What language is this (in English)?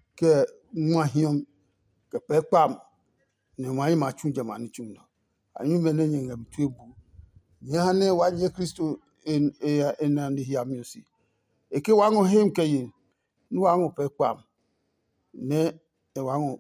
Adangme